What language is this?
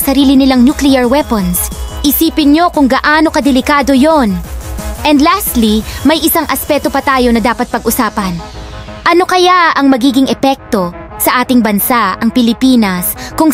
Filipino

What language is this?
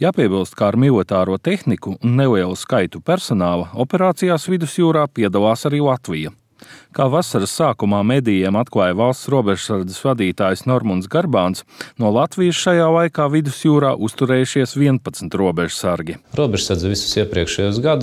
Latvian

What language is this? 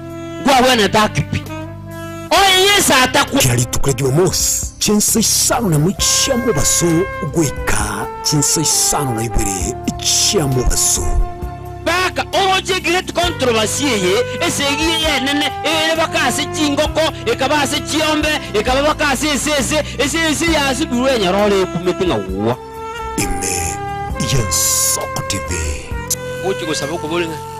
Gusii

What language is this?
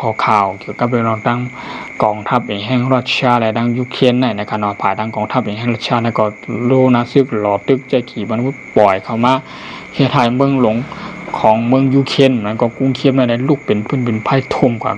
Shan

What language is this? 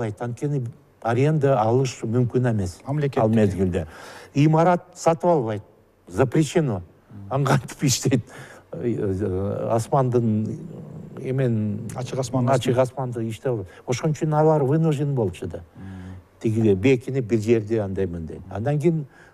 Kyrgyz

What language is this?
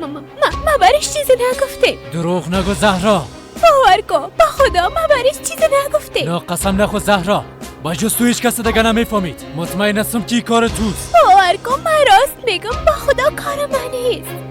Persian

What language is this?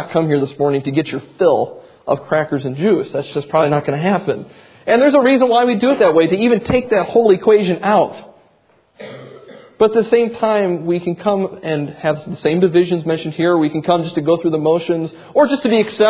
English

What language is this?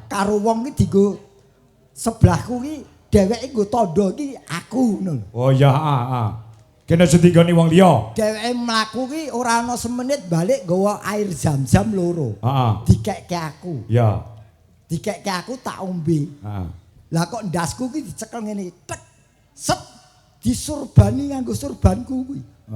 Javanese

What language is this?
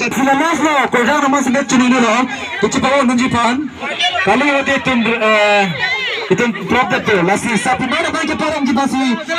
Karbi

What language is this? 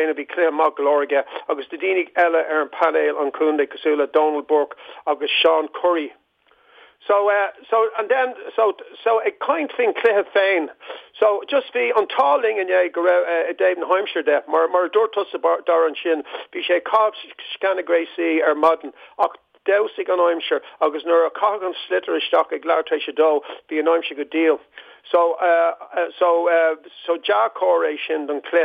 Irish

